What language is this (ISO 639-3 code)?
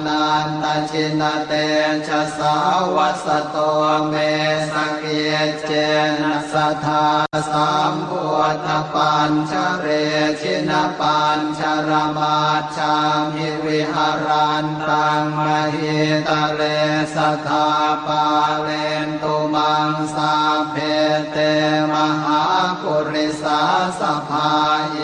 pli